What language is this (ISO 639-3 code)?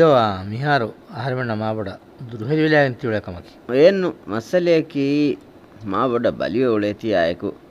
div